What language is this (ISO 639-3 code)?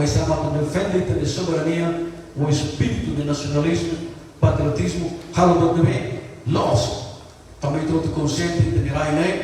tet